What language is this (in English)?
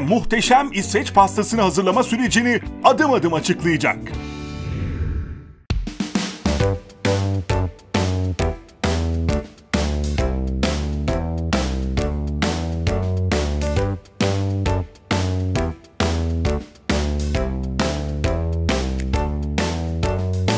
Turkish